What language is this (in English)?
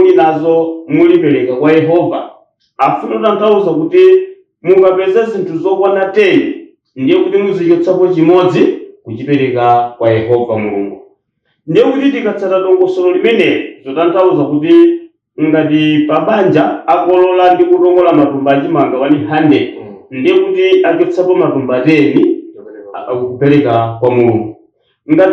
Nyanja